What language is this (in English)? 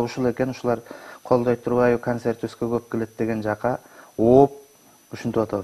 Kyrgyz